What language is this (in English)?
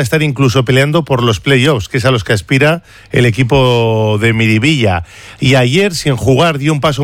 Spanish